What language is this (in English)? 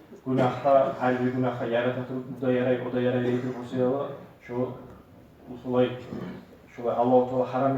Kumyk